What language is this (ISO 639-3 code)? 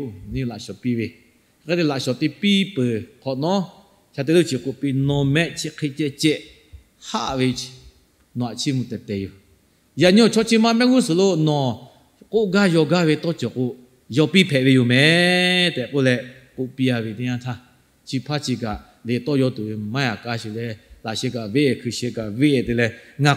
lhu